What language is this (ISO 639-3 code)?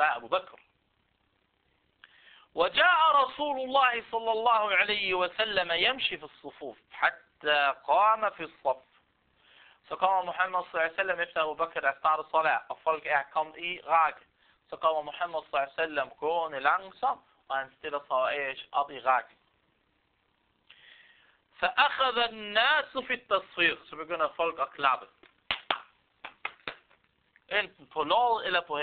dan